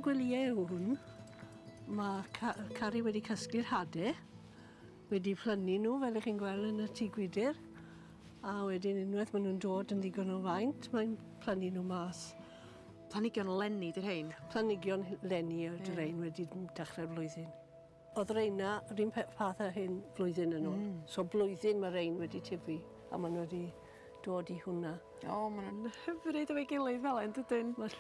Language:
Welsh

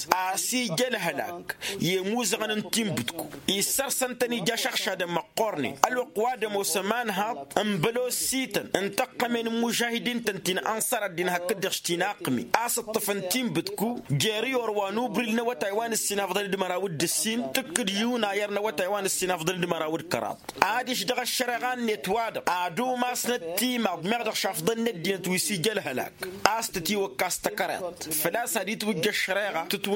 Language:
Tamasheq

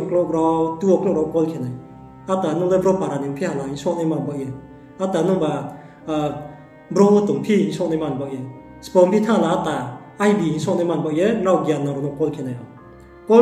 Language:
Riang (India)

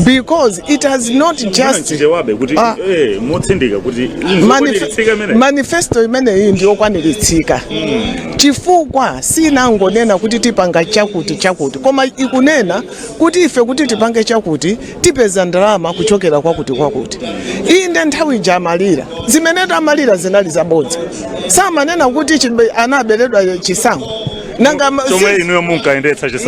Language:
Nyanja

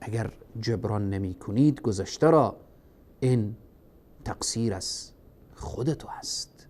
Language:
Persian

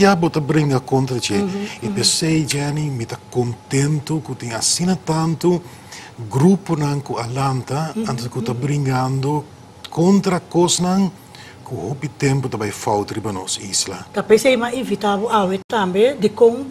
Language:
Papiamento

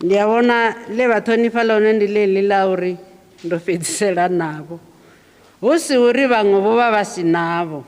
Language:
Venda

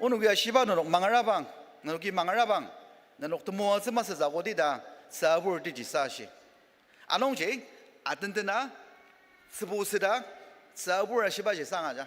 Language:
Ao Naga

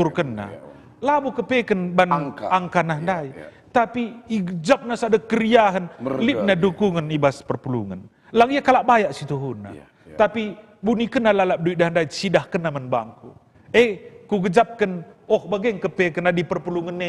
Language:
Batak Karo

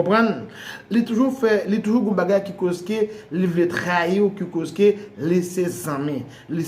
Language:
Haitian Creole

